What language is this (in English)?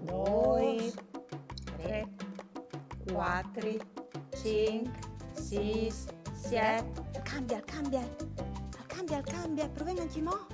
Friulian